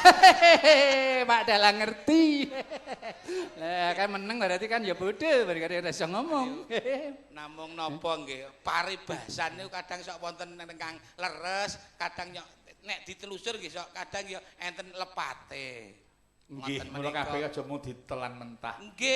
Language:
Javanese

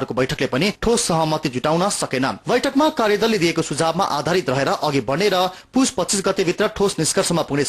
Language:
Nepali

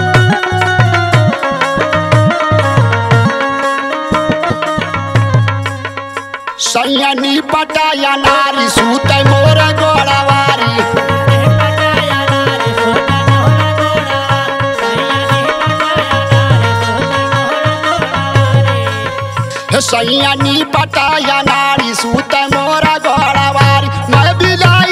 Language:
Bhojpuri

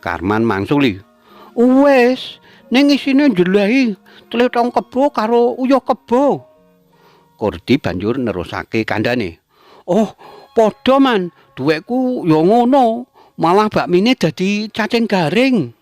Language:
Javanese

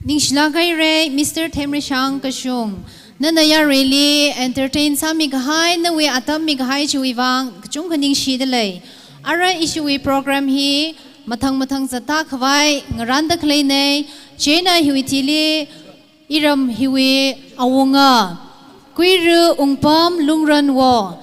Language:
Tangkhul Naga (India)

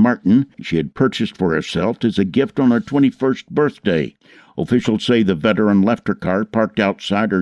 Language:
English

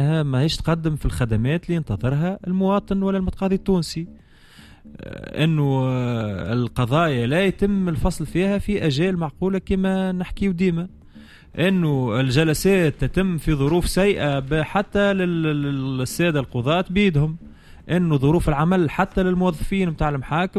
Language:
Tunisian Arabic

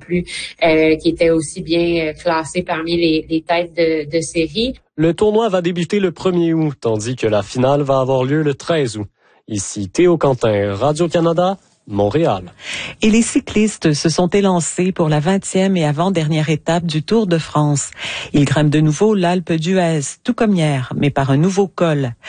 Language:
French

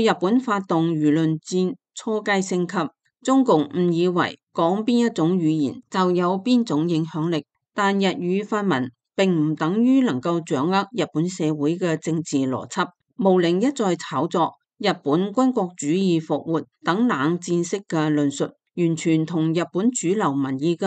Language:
Cantonese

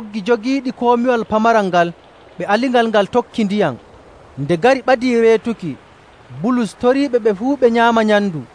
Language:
Nigerian Fulfulde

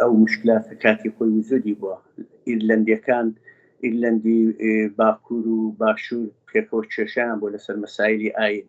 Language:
Central Kurdish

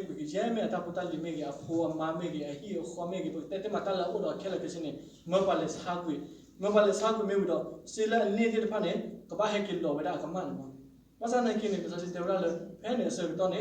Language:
S'gaw Karen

